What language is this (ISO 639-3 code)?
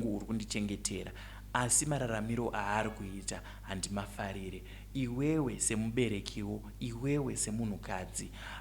sna